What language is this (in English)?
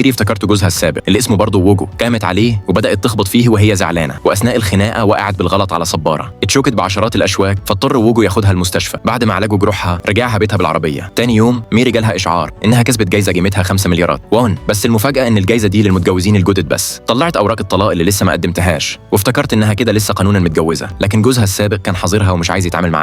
Egyptian Arabic